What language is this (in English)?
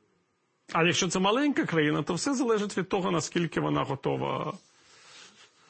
Ukrainian